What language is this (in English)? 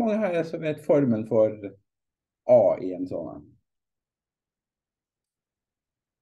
Norwegian